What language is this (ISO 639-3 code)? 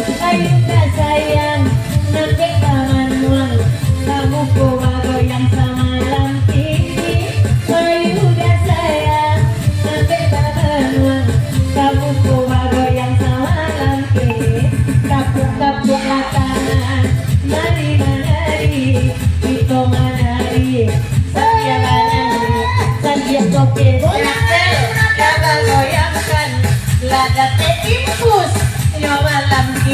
min